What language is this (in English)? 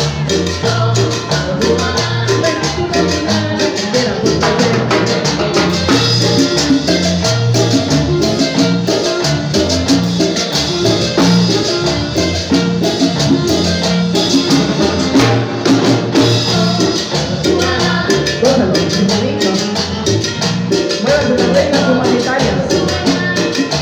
Spanish